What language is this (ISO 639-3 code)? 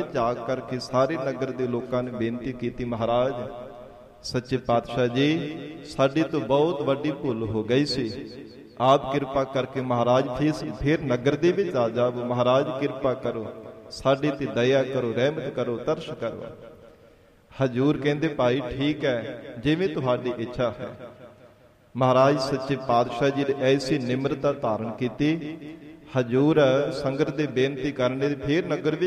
pan